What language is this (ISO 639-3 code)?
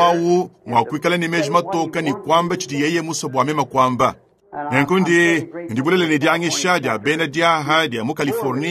lua